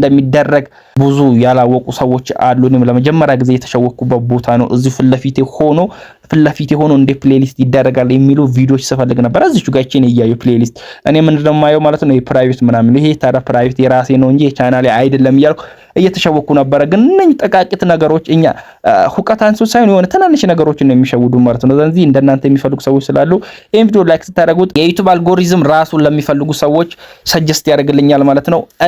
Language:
Amharic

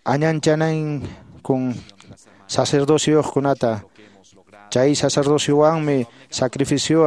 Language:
Quechua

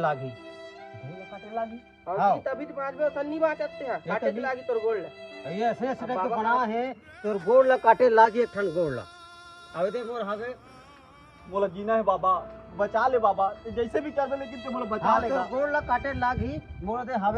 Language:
Chhattisgarhi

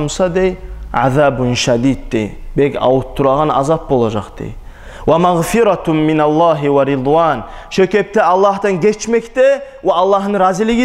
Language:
Kumyk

